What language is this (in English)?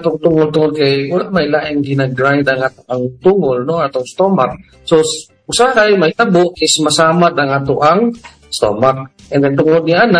Cebuano